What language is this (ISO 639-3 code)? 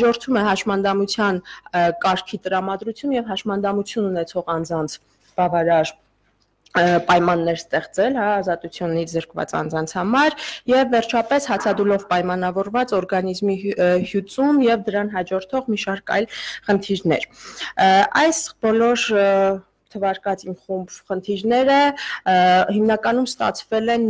hye